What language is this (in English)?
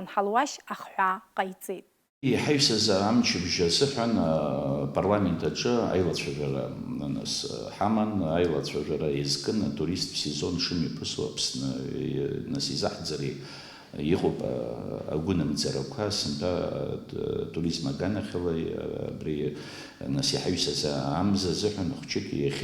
Abkhazian